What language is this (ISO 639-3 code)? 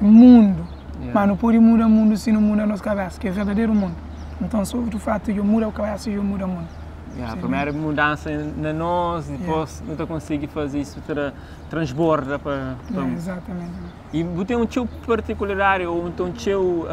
kea